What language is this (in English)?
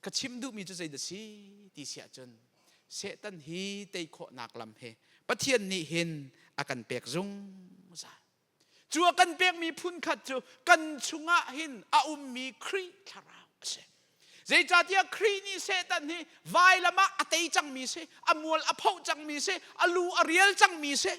Hakha Chin